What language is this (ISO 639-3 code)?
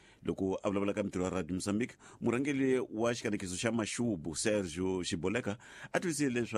tso